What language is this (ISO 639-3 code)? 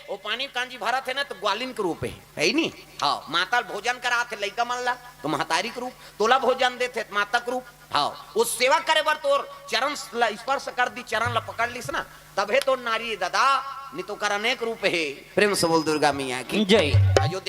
hne